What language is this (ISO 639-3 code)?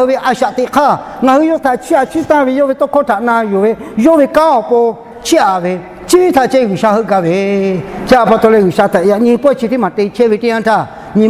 lhu